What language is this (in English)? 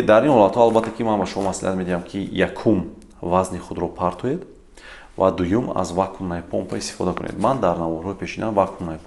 Tajik